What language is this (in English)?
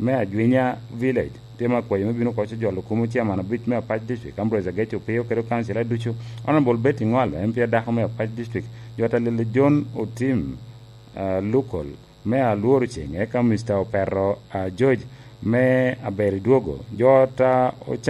Lango (Uganda)